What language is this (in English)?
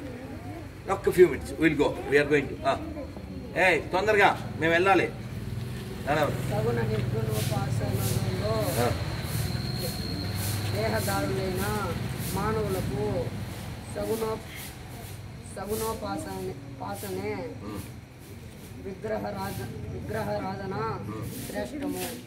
Telugu